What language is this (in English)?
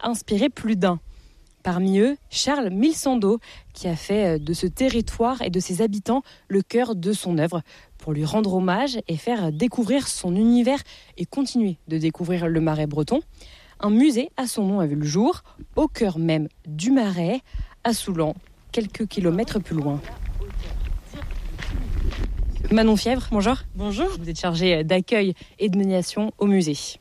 French